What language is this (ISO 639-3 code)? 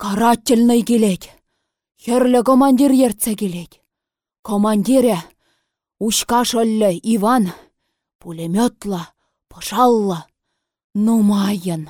chv